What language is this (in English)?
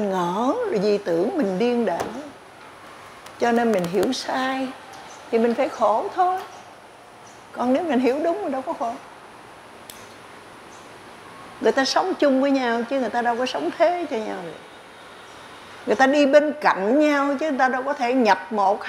Vietnamese